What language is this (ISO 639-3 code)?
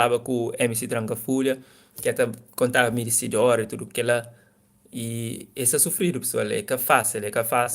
kea